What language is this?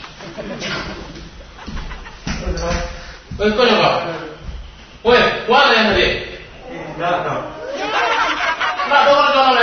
Indonesian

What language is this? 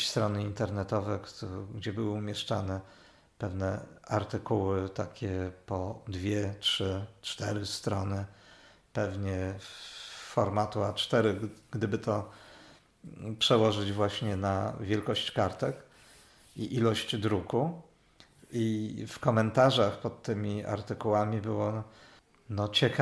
Polish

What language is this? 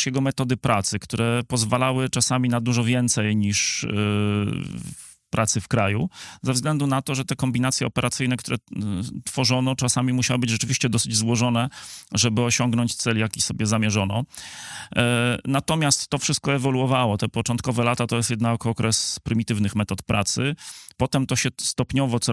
Polish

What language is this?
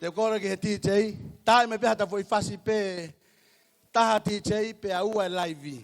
Tongan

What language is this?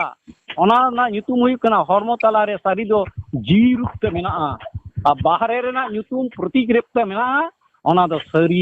Santali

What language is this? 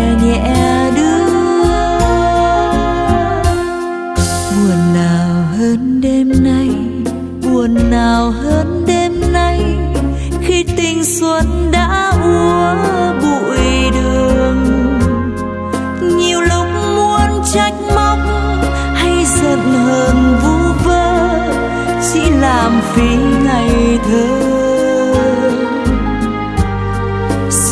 Vietnamese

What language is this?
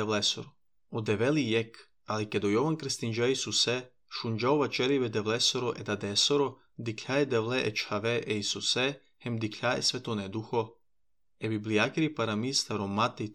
Serbian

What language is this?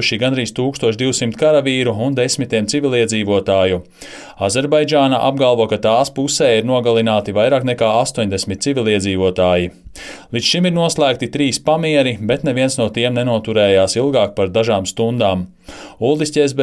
Latvian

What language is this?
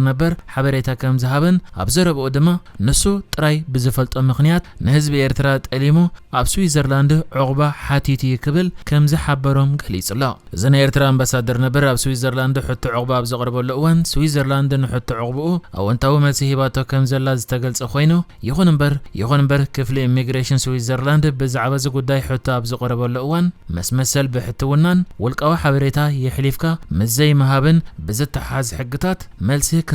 Tigrinya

